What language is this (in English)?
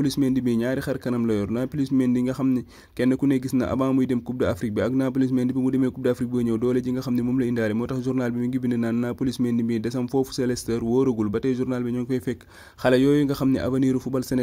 Wolof